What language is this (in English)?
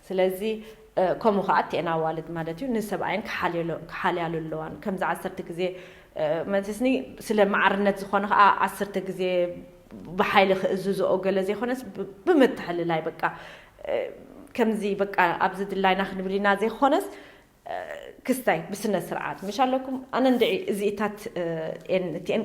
Tigrinya